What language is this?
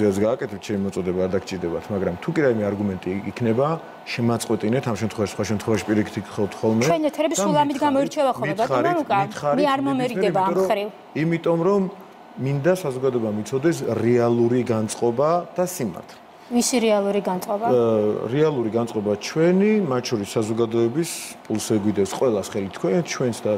Georgian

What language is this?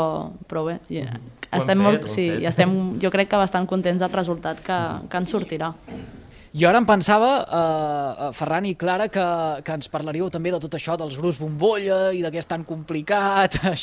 Catalan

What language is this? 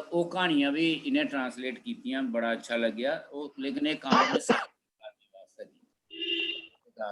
Dogri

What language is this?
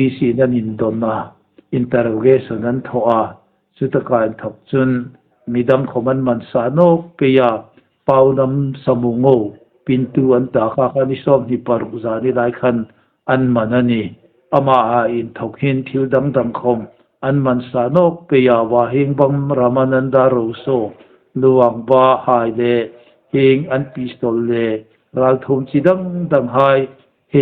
Hmar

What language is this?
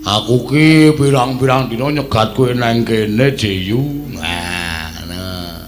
Javanese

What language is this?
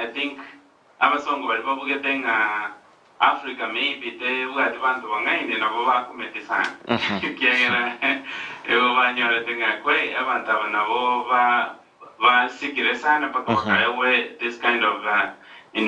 Gusii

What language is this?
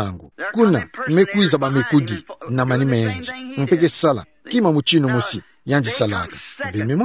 Kituba (Democratic Republic of Congo)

